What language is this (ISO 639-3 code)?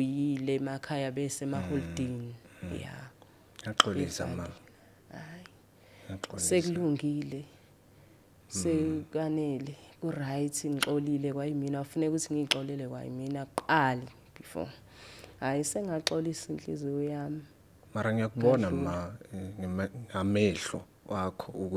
zul